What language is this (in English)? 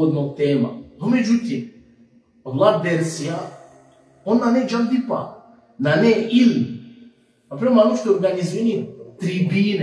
Balkan Romani